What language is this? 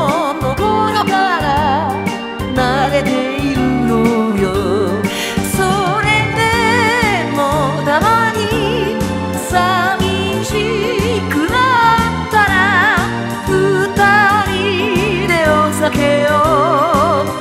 Japanese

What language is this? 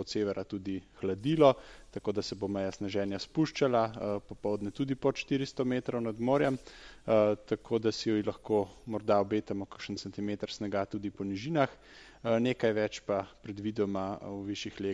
Slovenian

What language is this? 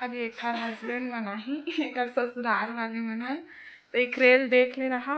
Chhattisgarhi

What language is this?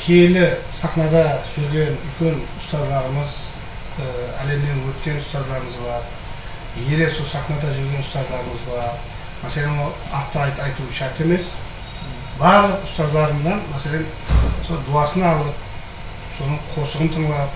Kara-Kalpak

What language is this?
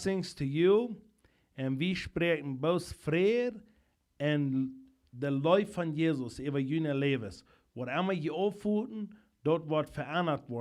Plautdietsch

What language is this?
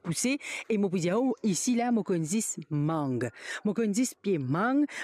Morisyen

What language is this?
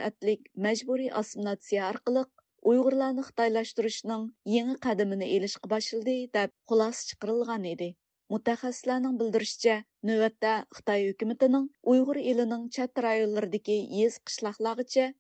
Uyghur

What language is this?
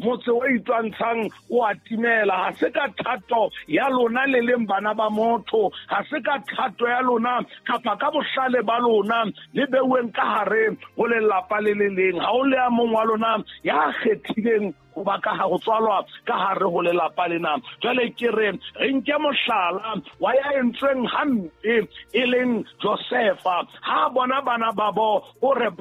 Southern Sotho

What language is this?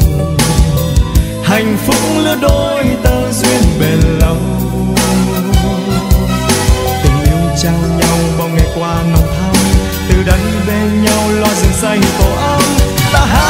Vietnamese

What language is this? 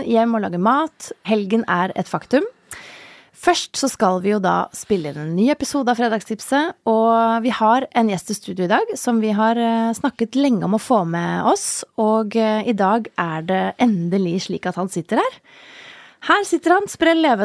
Norwegian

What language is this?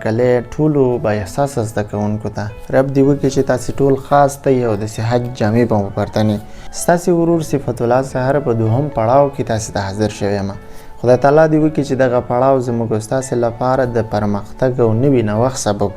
Pashto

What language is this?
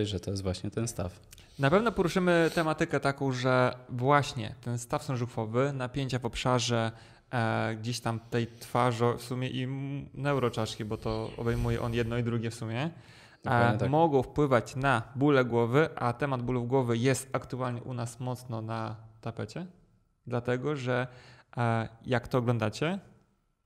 Polish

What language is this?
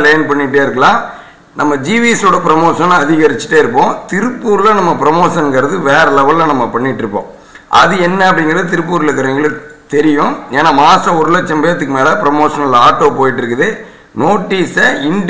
Tamil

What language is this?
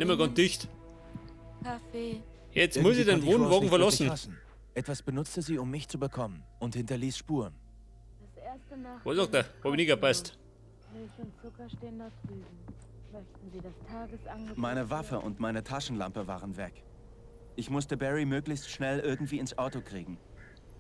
Bavarian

